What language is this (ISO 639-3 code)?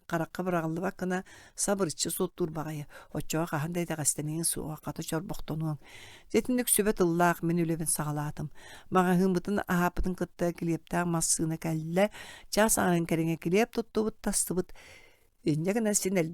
sah